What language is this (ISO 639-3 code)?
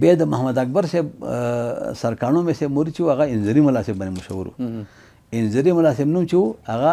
pus